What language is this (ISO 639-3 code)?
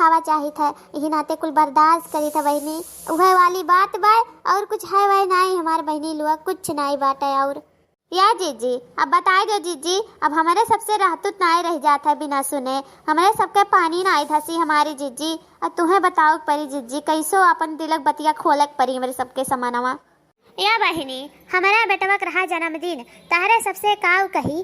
awa